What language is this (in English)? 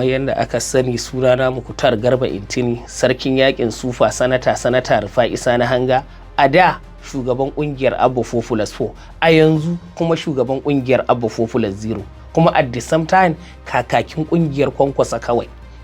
Hausa